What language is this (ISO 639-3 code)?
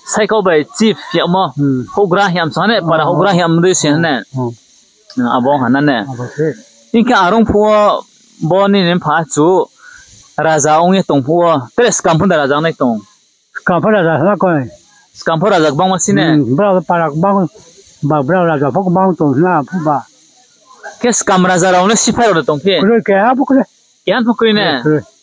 ria